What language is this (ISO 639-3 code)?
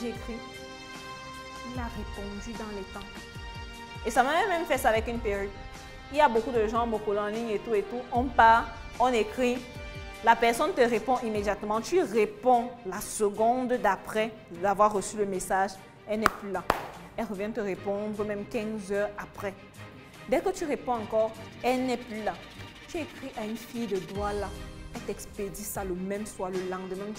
fra